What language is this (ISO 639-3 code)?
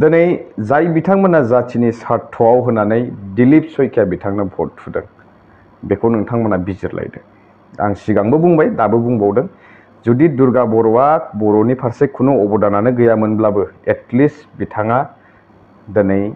brx